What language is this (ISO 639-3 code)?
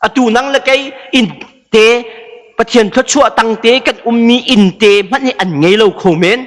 cnh